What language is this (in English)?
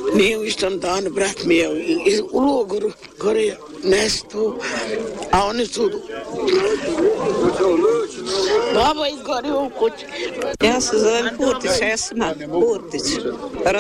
Bosnian